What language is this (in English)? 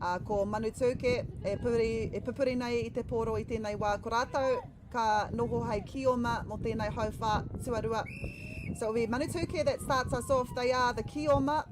Māori